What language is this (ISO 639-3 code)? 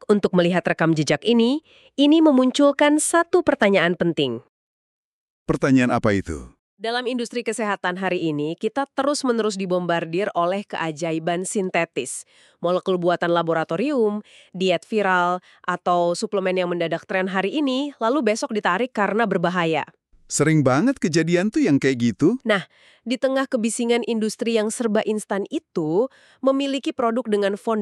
ind